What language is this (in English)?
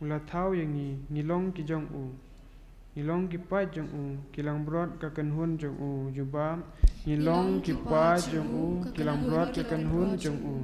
Khasi